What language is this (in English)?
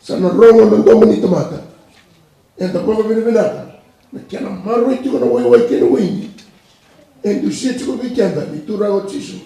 Fijian